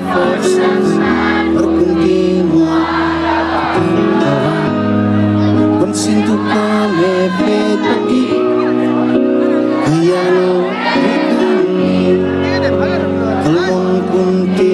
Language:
Catalan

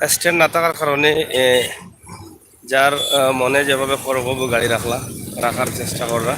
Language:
Sylheti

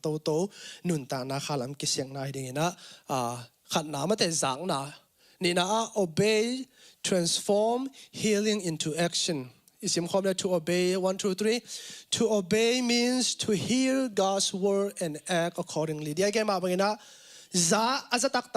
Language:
Tedim Chin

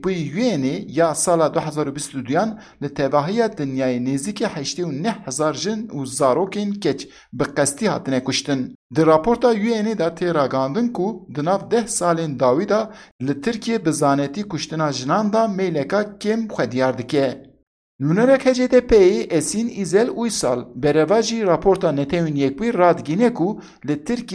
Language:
Kurdish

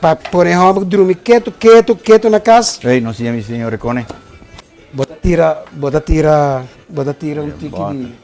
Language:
Papiamento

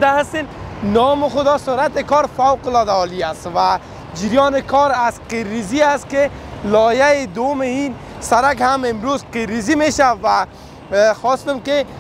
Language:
Persian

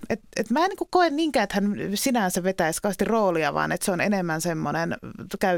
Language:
Finnish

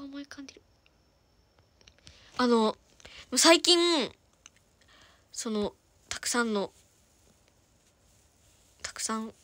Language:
Japanese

